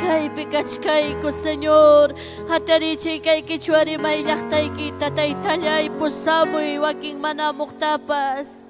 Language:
Ayacucho Quechua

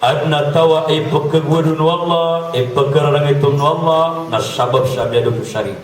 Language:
Maranao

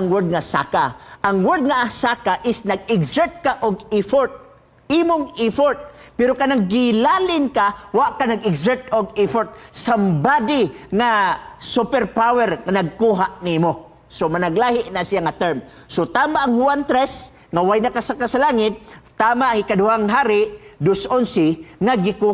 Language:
Cebuano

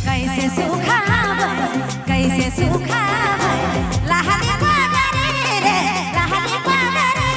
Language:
Sadri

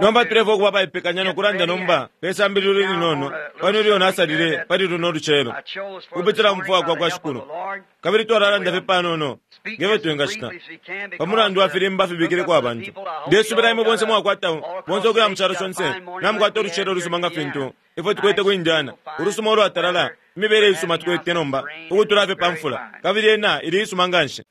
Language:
Bemba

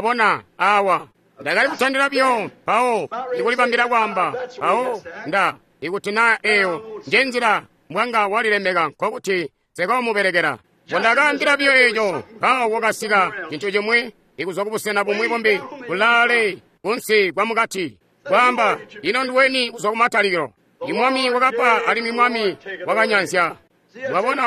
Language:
Tonga (Zambia)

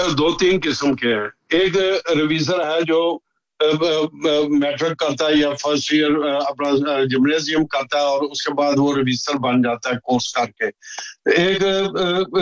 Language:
Urdu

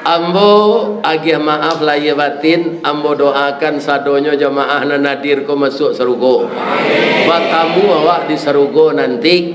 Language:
Minangkabau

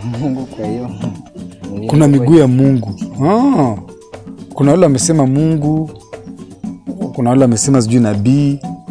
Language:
Swahili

